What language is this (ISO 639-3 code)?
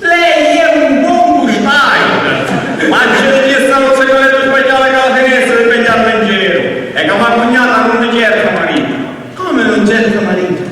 scn